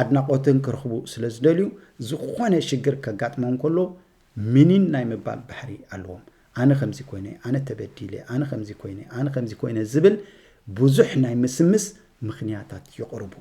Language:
Tigrinya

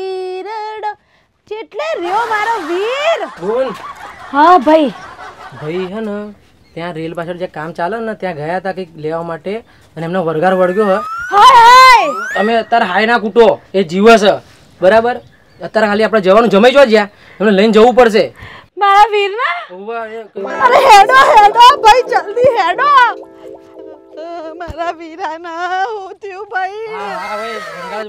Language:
Gujarati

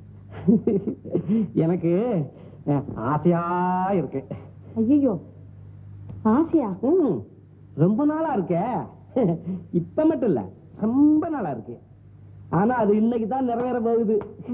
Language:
Tamil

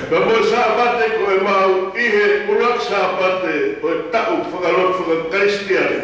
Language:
Tongan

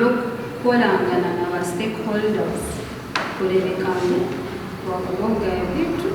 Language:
Nyankole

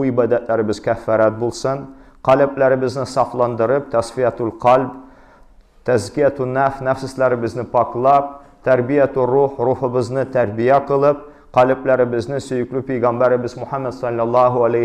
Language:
Tatar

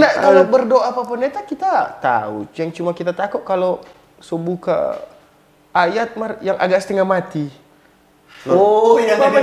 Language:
Manado Malay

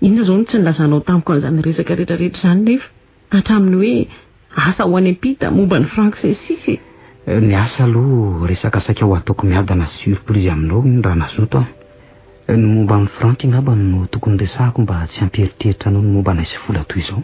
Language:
Malagasy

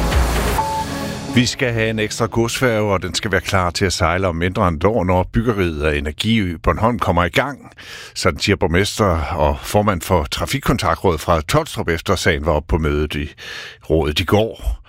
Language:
Danish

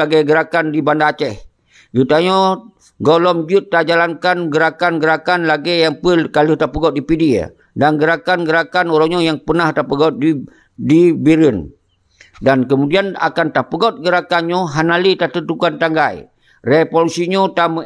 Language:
Achinese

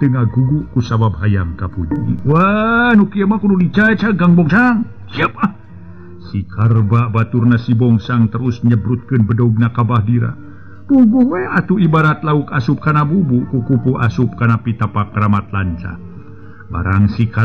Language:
Sundanese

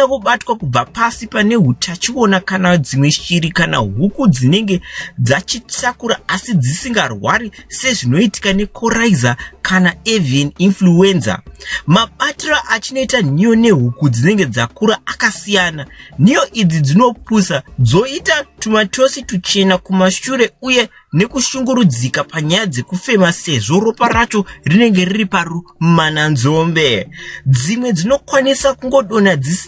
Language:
Shona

